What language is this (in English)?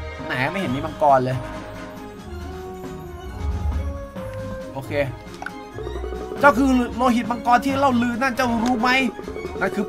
Thai